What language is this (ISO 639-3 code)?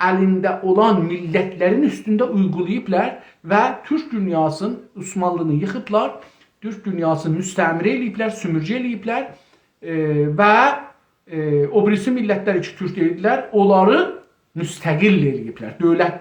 azb